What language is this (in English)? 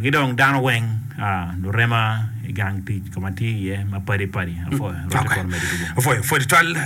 Acoli